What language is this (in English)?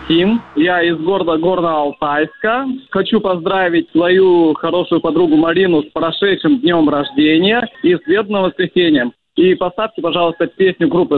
Russian